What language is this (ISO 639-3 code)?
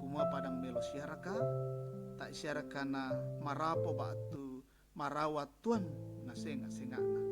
sda